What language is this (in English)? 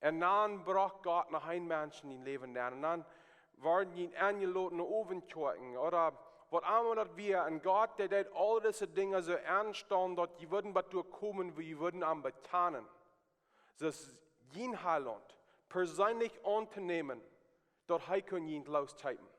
Plautdietsch